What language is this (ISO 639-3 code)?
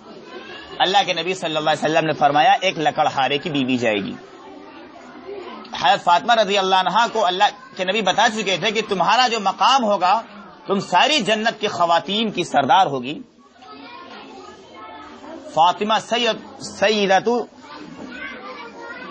urd